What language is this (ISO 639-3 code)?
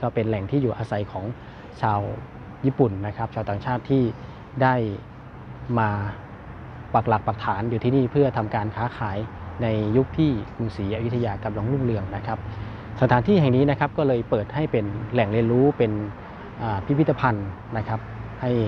tha